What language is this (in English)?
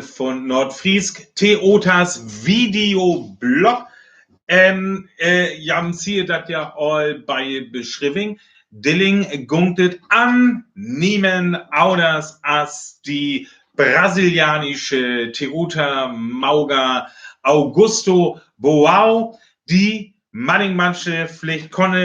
Northern Frisian